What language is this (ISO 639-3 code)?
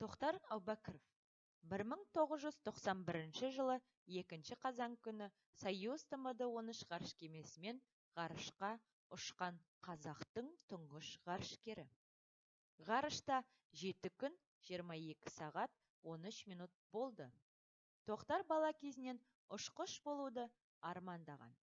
kaz